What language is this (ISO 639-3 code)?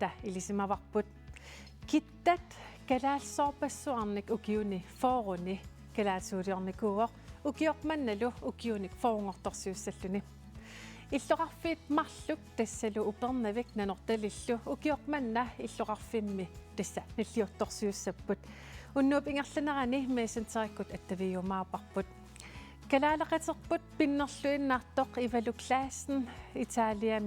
kal